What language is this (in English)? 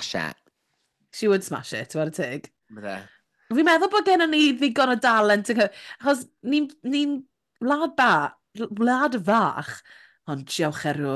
Welsh